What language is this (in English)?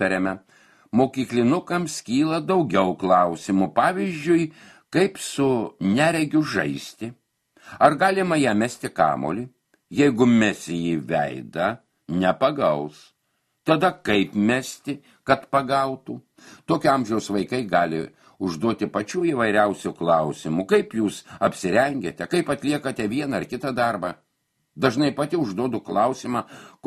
Lithuanian